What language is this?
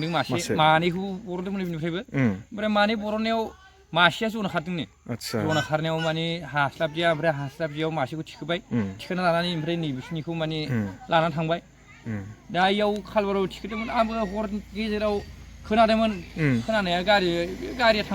Bodo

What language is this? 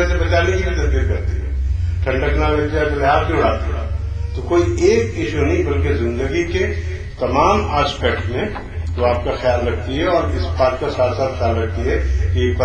Urdu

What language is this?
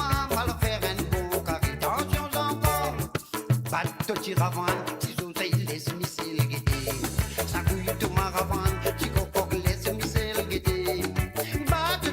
Morisyen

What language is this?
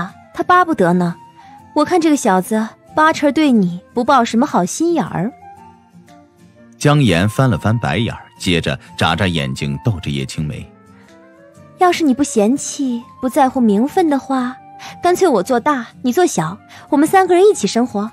Chinese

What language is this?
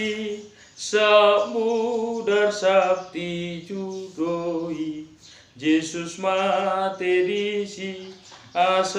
Batak Toba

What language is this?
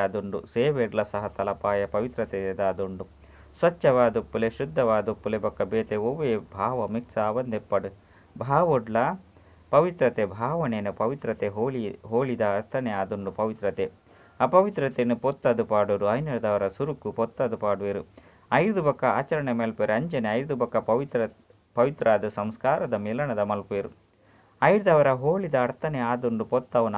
Tulu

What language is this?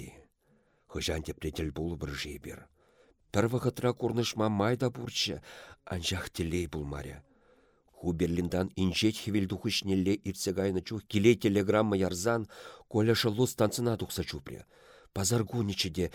Chuvash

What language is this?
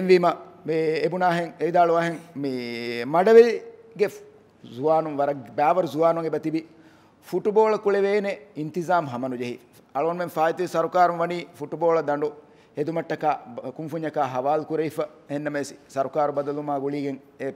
Divehi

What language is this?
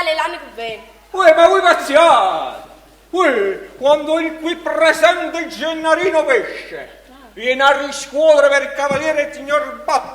Neapolitan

